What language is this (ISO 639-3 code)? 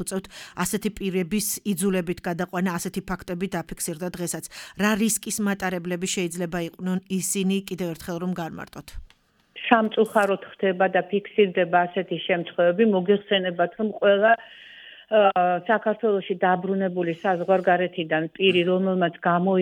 kat